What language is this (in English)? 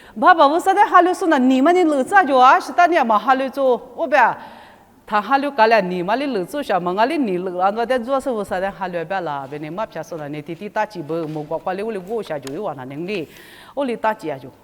Lisu